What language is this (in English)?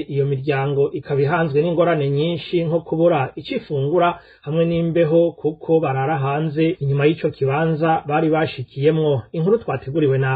Rundi